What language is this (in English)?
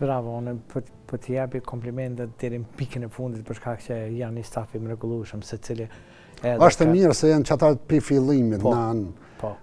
Albanian